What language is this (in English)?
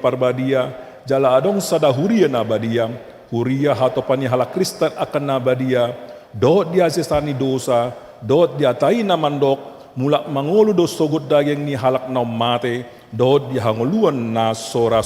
Batak Toba